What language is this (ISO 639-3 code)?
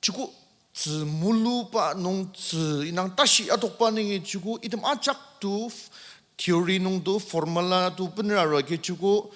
njo